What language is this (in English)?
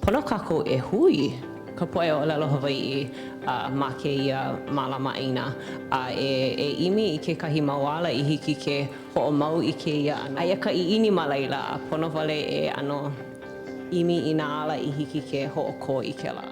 Hawaiian